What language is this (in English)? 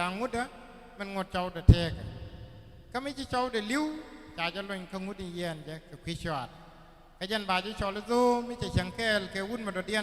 Nuer